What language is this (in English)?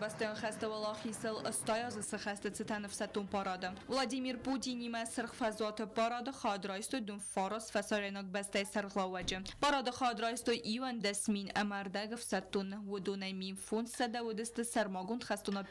Ossetic